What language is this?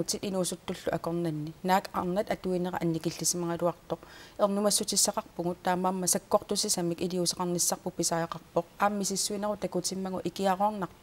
Kalaallisut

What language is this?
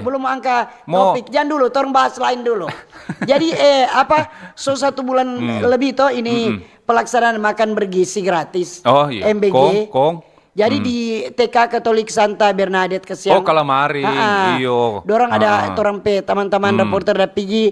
Manado Malay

